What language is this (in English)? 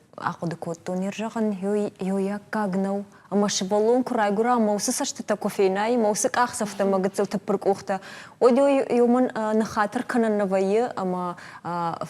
Ossetic